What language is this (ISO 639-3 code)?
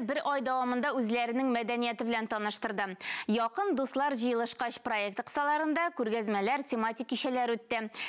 tat